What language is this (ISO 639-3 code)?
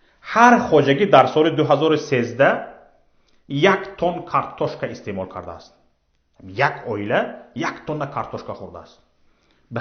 tgk